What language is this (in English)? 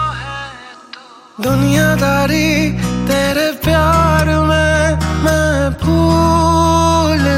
Hindi